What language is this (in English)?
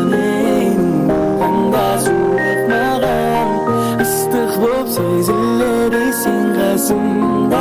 Kara-Kalpak